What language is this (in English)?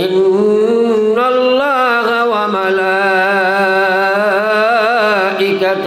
Sylheti